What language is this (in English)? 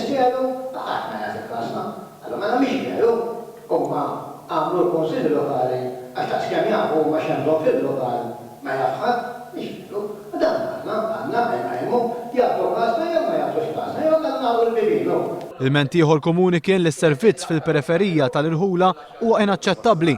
Maltese